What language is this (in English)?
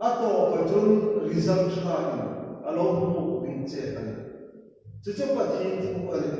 Hmar